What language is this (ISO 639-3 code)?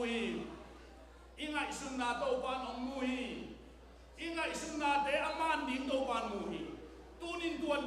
ctd